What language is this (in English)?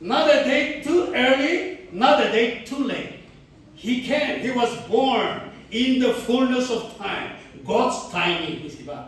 Angami Naga